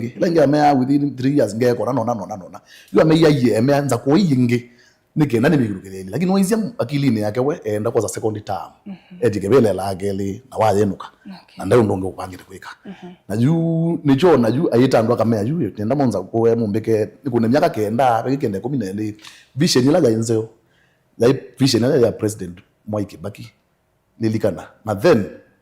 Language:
Kamba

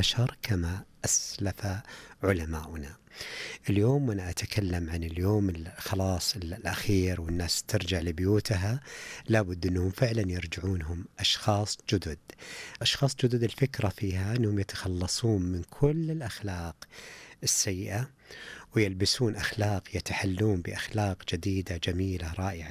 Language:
Najdi Arabic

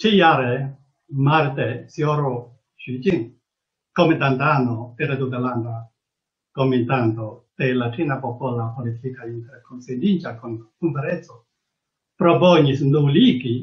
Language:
Esperanto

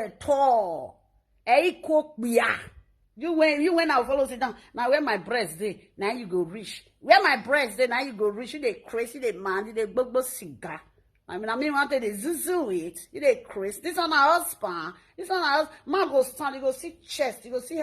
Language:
Nigerian Pidgin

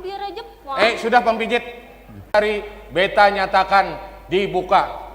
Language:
Banjar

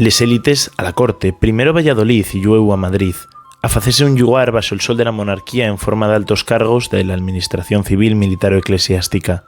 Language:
Asturian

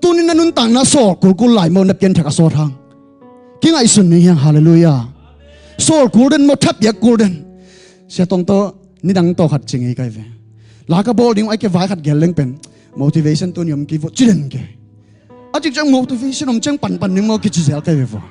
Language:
Tedim Chin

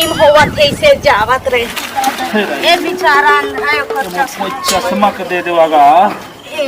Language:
Chhattisgarhi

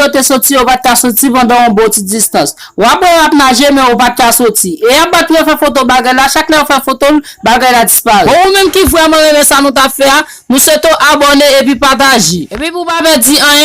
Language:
Haitian Creole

